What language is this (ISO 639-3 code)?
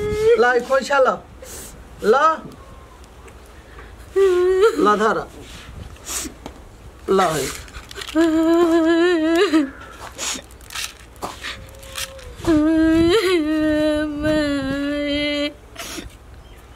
bho